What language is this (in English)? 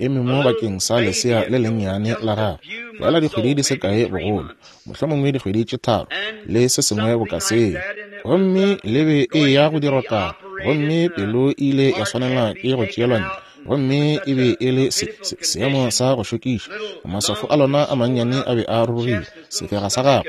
Northern Sotho